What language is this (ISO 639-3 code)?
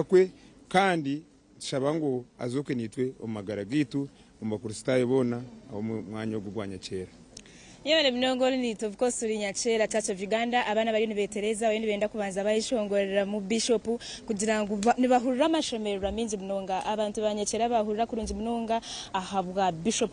nyn